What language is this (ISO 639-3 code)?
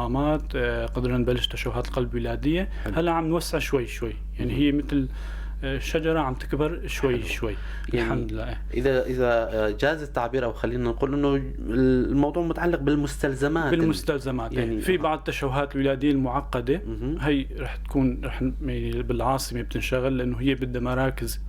apc